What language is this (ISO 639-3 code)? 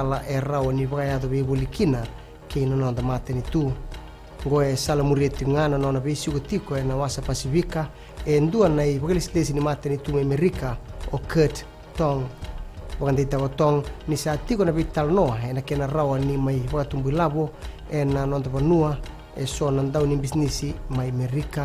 fij